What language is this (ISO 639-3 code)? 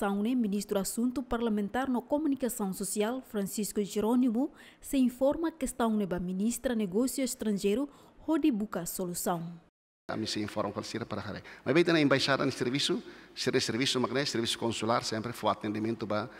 tet